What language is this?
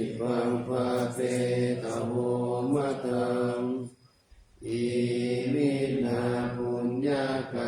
Pali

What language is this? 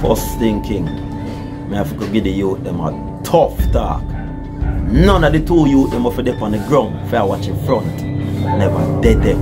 Jamaican Creole English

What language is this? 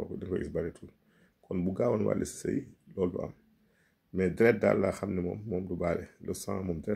Wolof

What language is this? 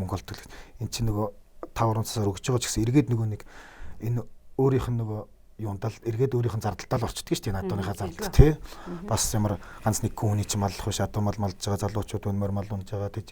Mongolian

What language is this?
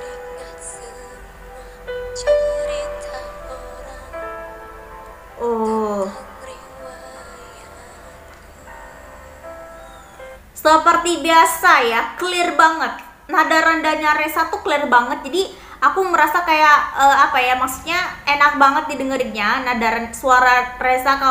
Indonesian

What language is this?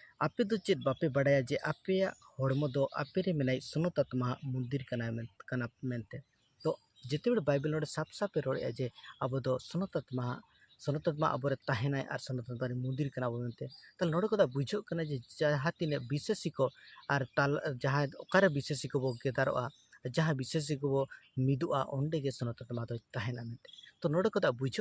Santali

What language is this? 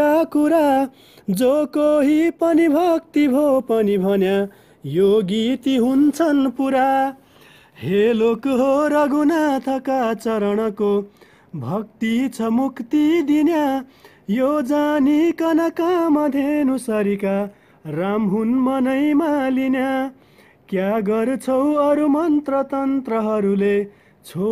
Nepali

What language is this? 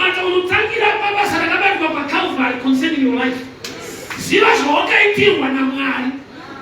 Shona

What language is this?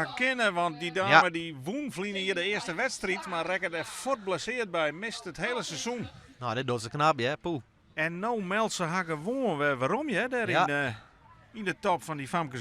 Western Frisian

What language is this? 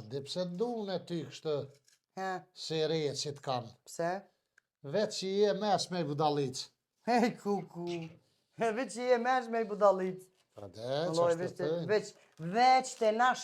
Albanian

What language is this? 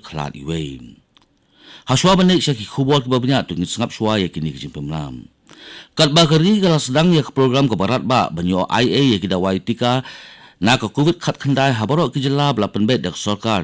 Khasi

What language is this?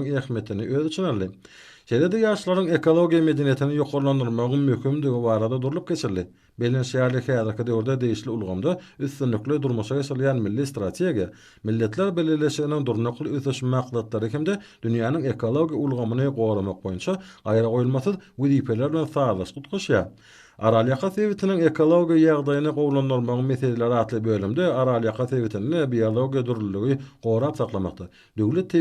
Turkmen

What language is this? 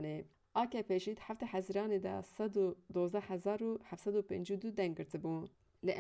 Kurdish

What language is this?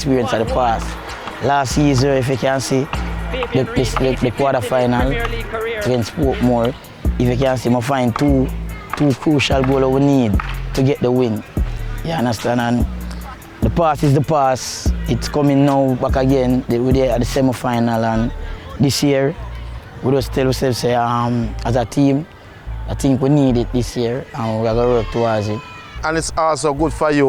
Jamaican Creole English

